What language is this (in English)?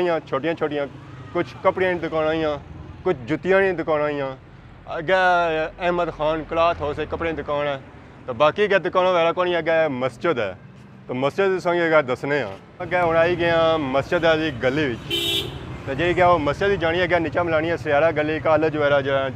Pahari-Potwari